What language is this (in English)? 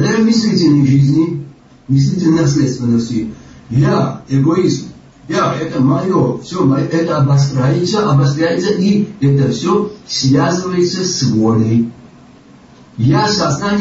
Russian